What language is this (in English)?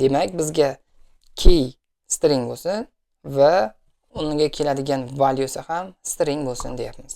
Uzbek